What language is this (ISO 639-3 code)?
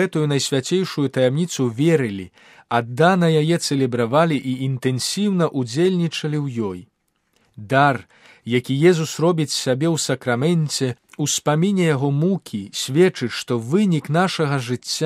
bel